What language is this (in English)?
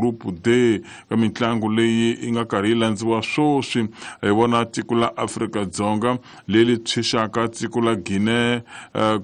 Tsonga